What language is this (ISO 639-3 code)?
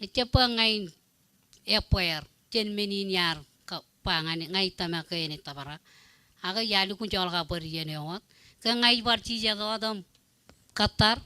mah